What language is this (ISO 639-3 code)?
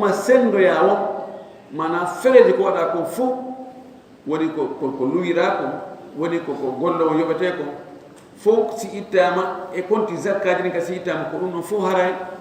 ful